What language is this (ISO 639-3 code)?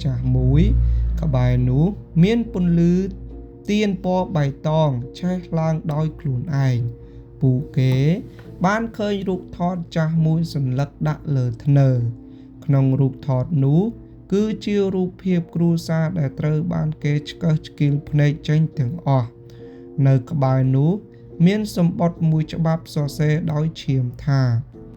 khm